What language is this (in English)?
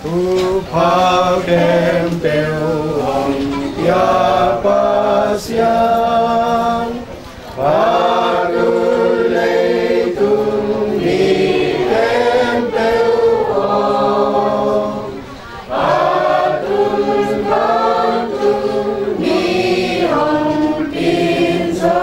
Tedim Chin